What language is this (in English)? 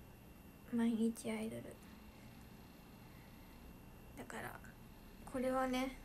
Japanese